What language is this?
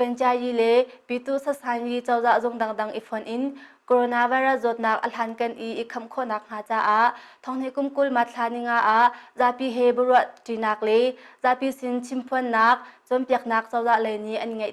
Hakha Chin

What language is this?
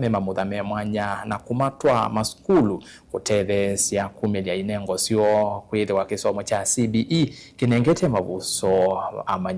Kamba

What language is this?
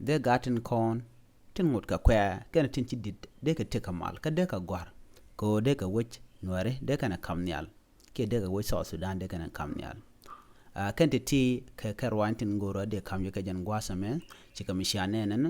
Nuer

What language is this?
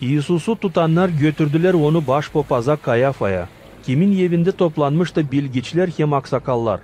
Gagauz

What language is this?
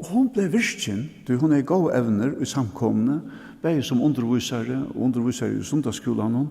Faroese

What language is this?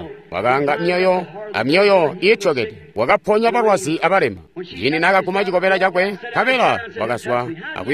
Tonga (Zambia)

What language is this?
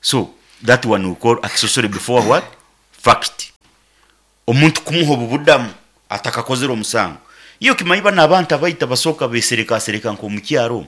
Nyankole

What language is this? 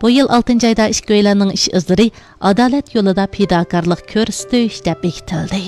Uyghur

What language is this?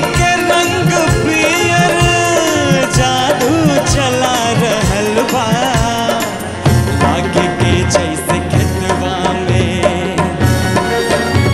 Bhojpuri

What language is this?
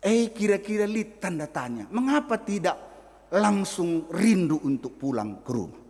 Batak Karo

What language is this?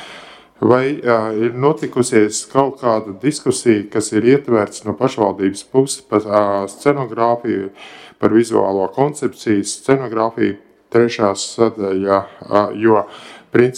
Latvian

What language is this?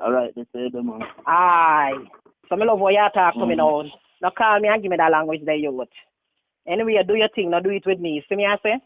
Jamaican Creole English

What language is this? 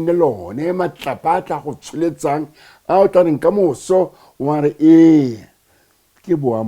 Tswana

